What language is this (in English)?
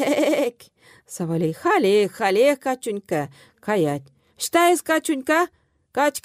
Chuvash